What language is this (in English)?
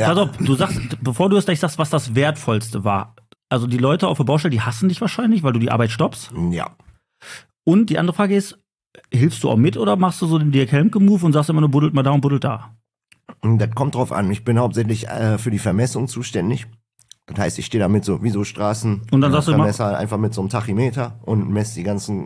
German